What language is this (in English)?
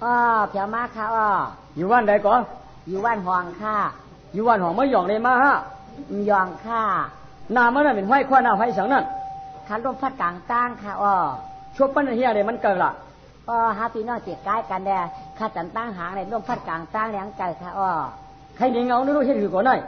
Shan